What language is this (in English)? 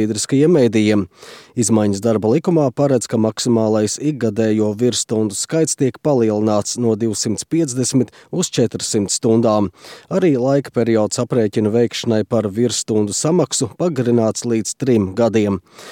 Latvian